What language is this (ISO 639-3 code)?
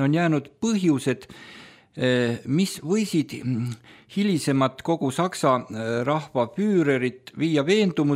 est